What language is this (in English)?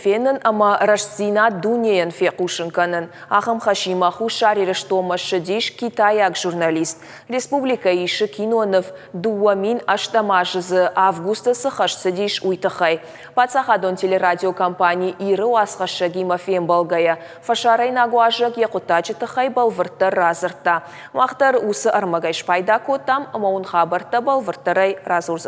Ossetic